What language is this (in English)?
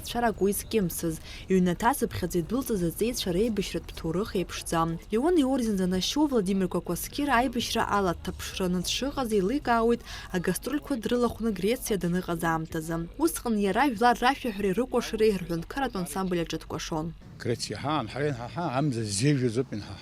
Abkhazian